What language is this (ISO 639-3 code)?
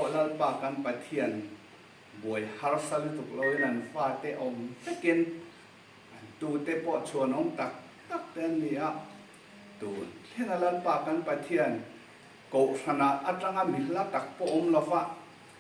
lus